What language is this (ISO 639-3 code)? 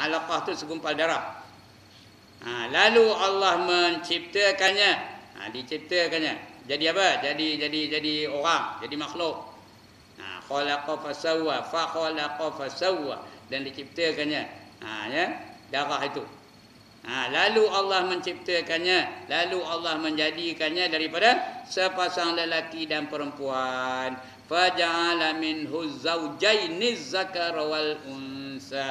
msa